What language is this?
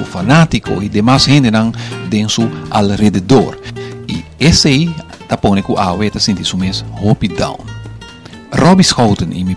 Papiamento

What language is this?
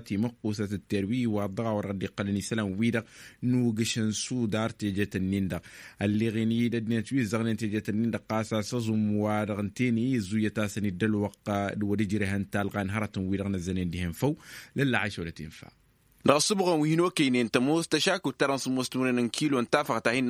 Tamasheq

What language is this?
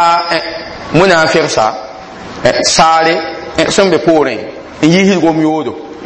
Mossi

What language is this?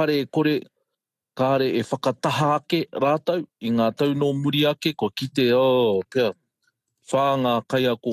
Māori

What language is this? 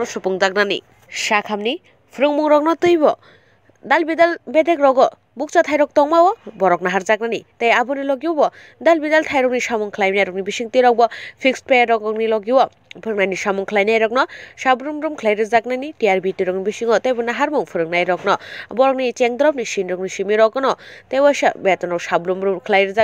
Kok Borok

